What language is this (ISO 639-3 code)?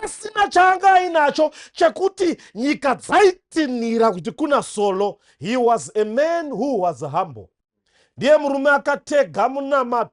sna